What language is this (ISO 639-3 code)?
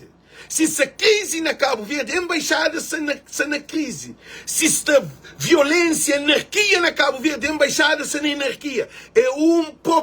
kea